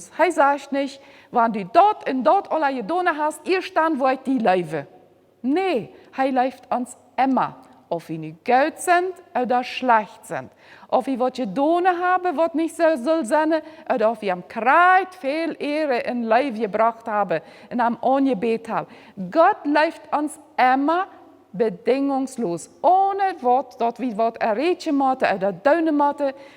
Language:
Plautdietsch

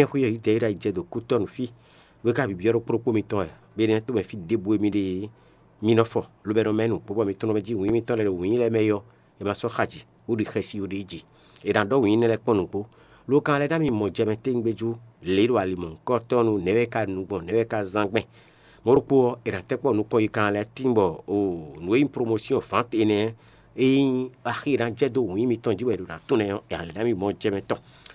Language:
Fon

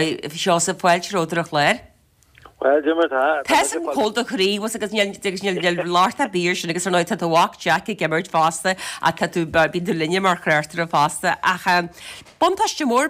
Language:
Irish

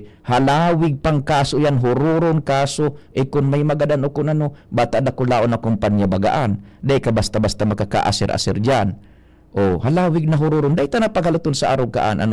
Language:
Bikol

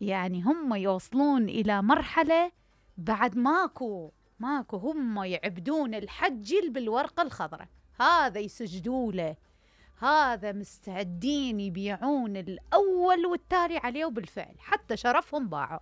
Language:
Mesopotamian Arabic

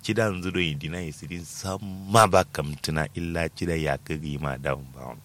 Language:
Kanuri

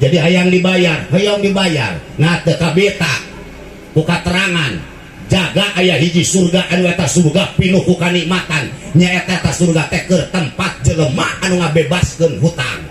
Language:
Sundanese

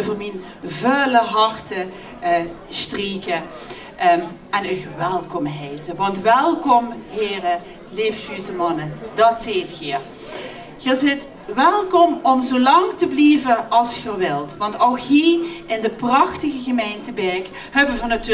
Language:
Limburgish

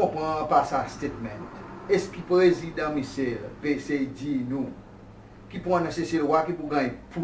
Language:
Seselwa Creole French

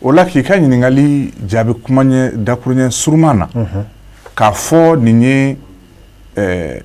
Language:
Bambara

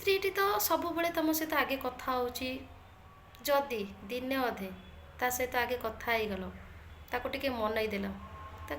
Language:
Odia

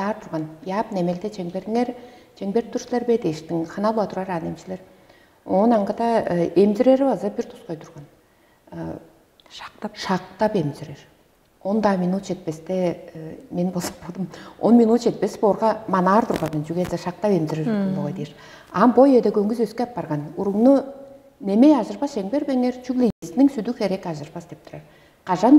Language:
Tuvinian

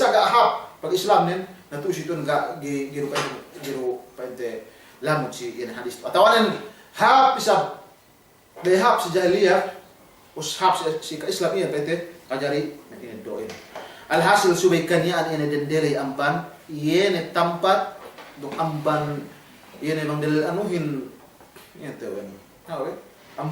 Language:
Yakan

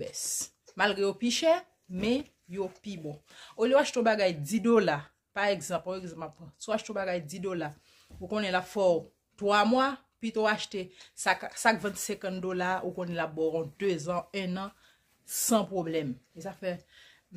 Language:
Haitian Creole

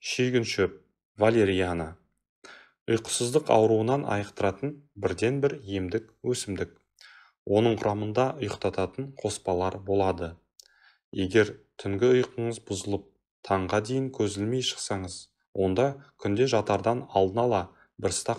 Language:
Kazakh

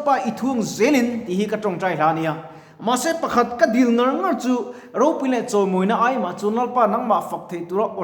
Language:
Mizo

